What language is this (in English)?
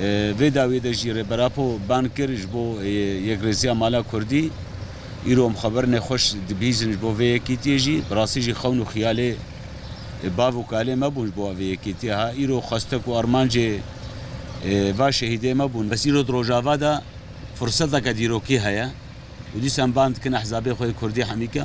Kurdish